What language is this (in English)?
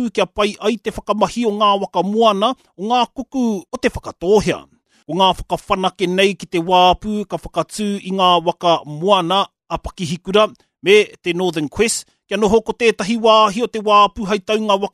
Māori